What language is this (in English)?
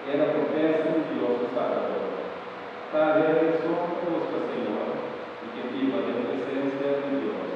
Papiamento